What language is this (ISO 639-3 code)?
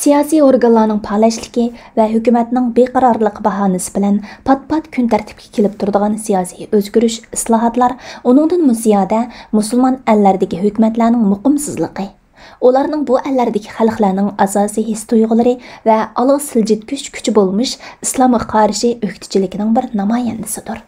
uig